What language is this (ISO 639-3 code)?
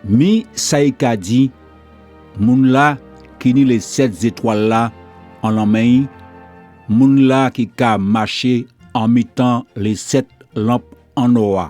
gcf